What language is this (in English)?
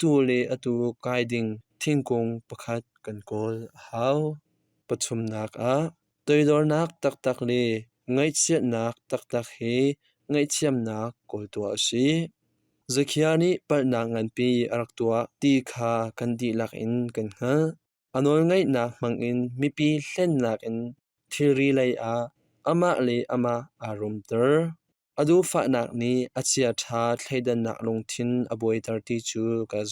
Hakha Chin